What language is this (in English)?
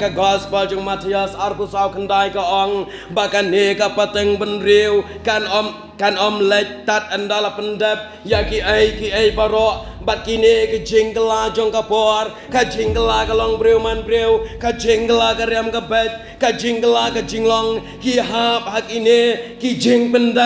Khasi